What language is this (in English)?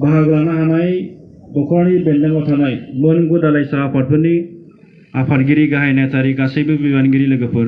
Bodo